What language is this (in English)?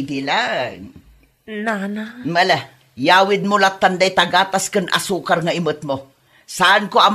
Iloko